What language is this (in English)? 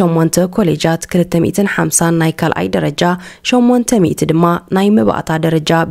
Tigrinya